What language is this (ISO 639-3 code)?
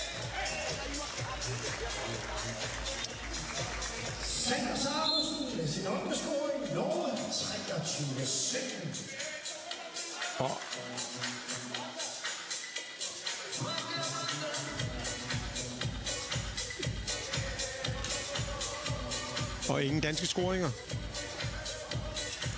dan